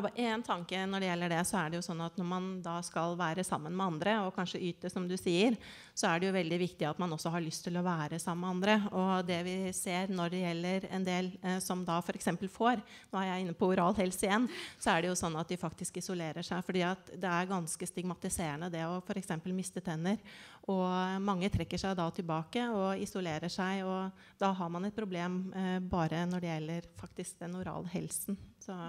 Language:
Norwegian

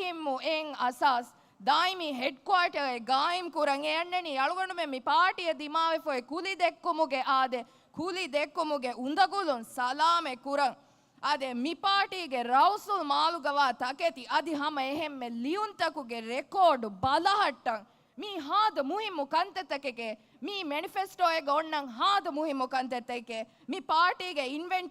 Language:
Divehi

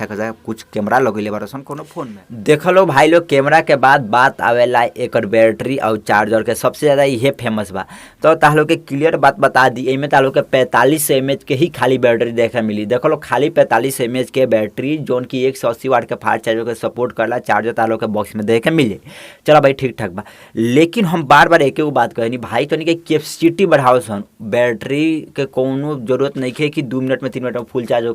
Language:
Bhojpuri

